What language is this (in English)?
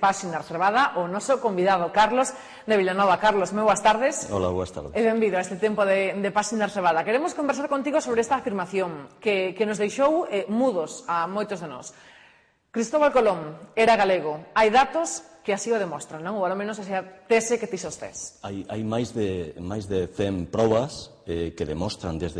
Galician